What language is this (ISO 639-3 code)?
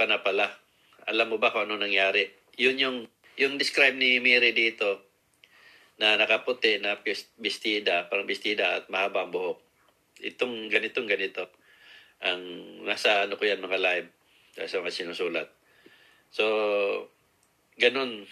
fil